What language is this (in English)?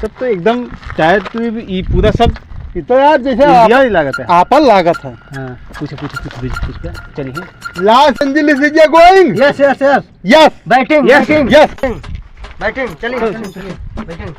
Awadhi